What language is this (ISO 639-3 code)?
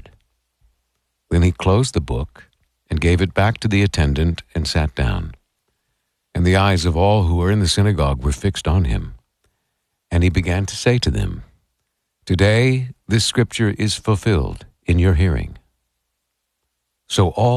eng